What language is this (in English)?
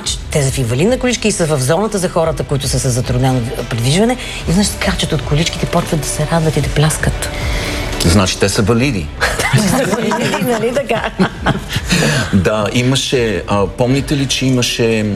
Bulgarian